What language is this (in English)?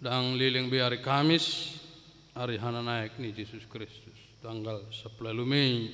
Batak Toba